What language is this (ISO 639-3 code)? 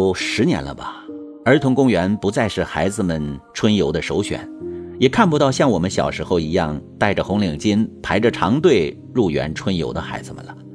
zho